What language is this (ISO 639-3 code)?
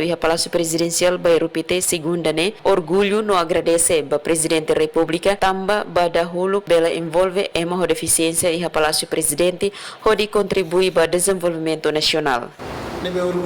tet